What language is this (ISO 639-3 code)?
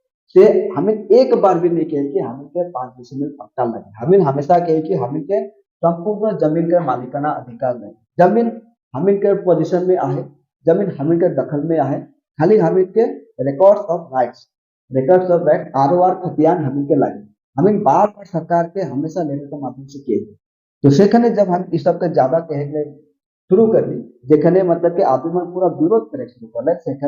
sck